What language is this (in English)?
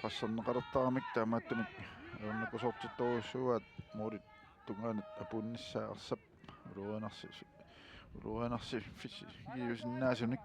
Kalaallisut